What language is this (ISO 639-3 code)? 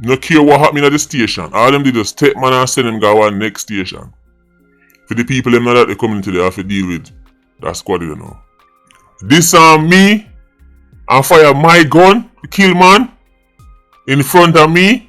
jam